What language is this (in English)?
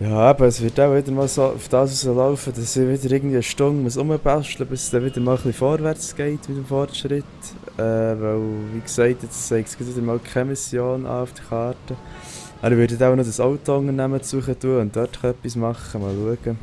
Swiss German